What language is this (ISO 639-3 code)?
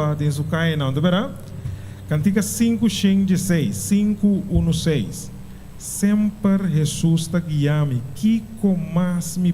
pap